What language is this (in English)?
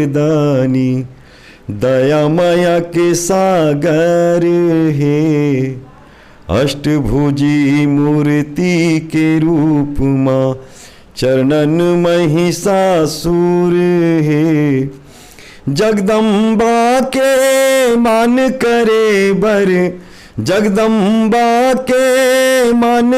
Chhattisgarhi